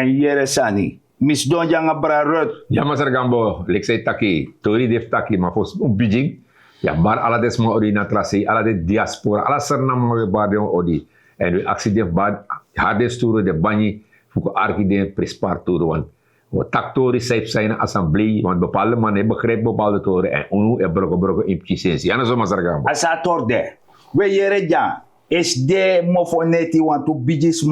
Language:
Sranan Tongo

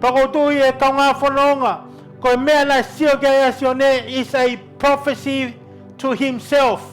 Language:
Tongan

